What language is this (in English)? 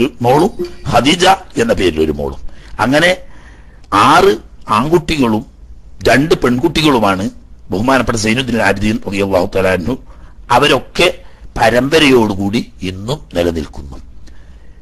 Malayalam